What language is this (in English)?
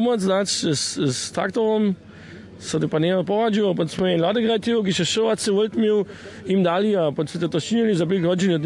Upper Sorbian